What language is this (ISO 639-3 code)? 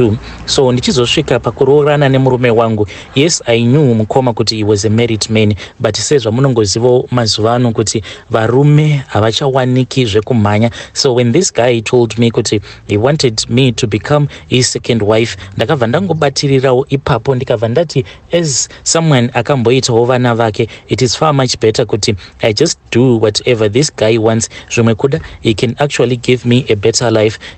sna